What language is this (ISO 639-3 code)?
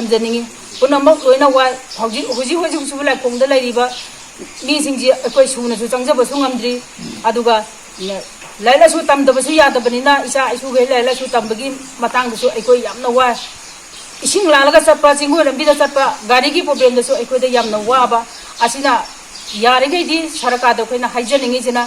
mni